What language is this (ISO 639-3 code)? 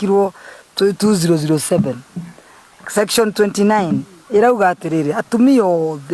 kik